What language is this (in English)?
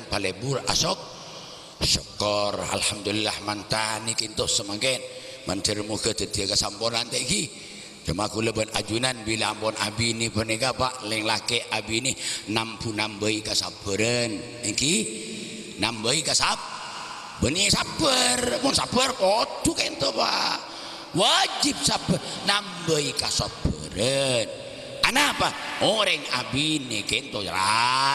Madurese